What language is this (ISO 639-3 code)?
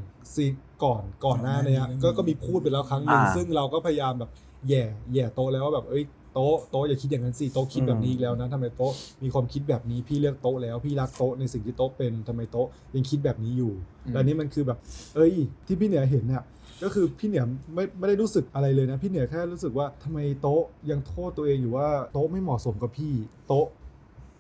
tha